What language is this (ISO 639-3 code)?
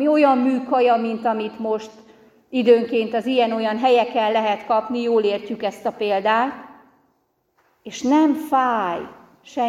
hun